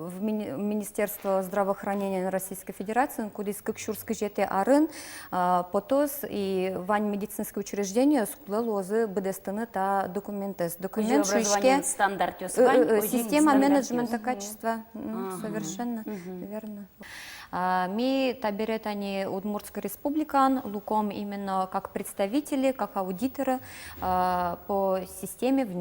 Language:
Udmurt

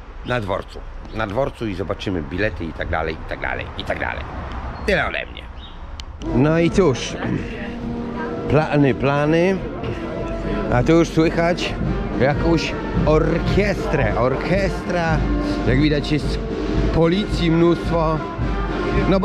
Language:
Polish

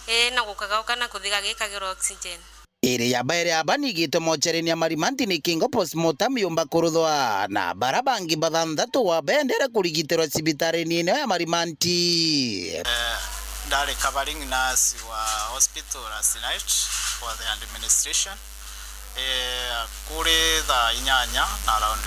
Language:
Meru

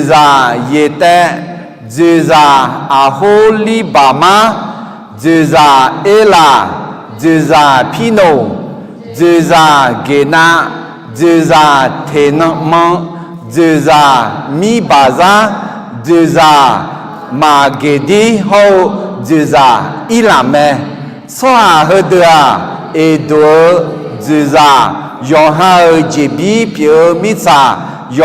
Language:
Akha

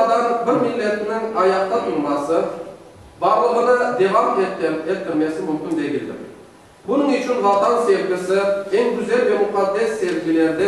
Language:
Crimean Tatar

